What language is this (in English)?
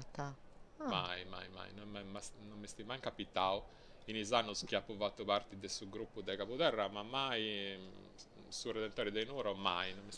Sardinian